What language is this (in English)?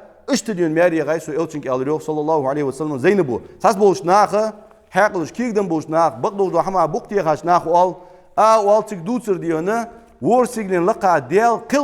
Ingush